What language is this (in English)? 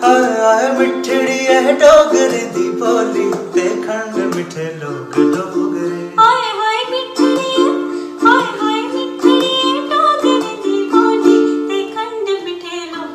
Dogri